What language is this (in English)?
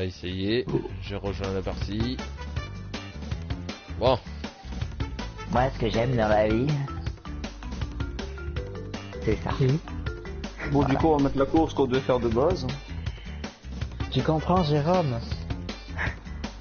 French